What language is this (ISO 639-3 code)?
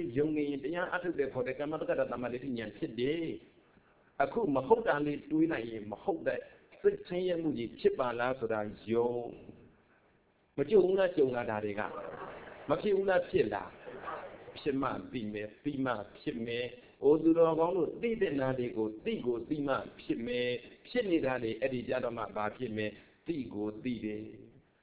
mya